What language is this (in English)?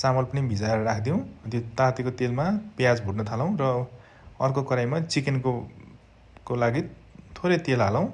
Nepali